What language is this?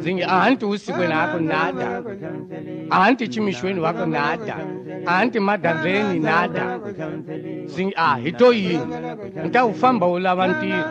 Tsonga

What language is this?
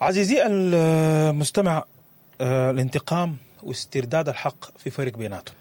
Sudanese Arabic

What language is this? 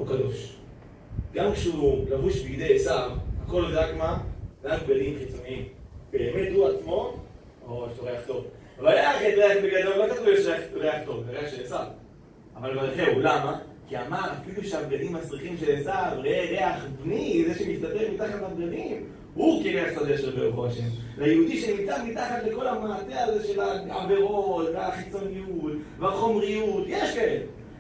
Hebrew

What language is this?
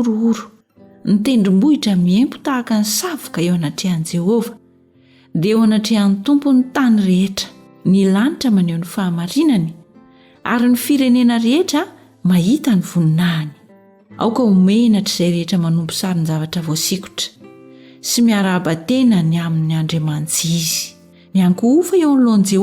Malagasy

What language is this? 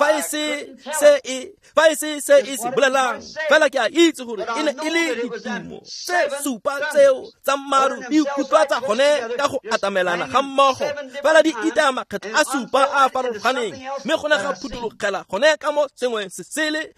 Tswana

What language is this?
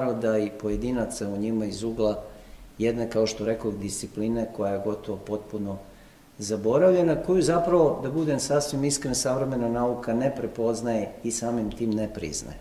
Serbian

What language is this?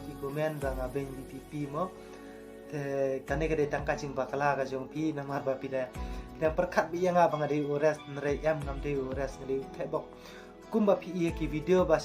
Khasi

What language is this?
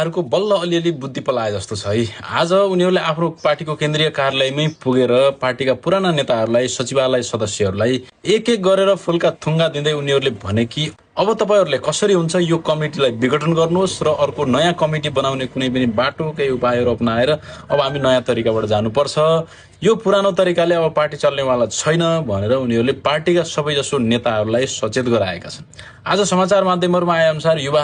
Nepali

